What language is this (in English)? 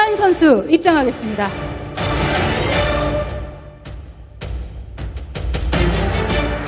Korean